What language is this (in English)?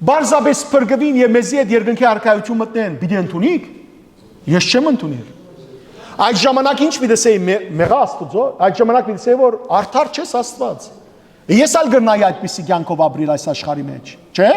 Western Armenian